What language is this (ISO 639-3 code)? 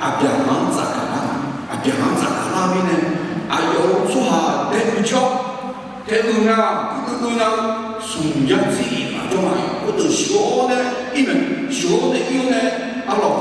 ahk